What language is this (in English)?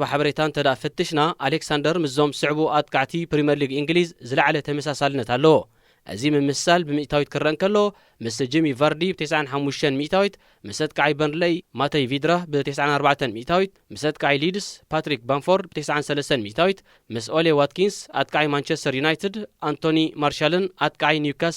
Tigrinya